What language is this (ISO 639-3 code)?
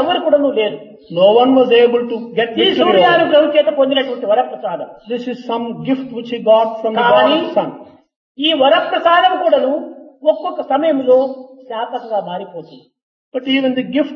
tel